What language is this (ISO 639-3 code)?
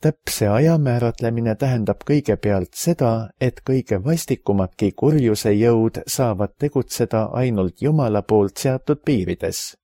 est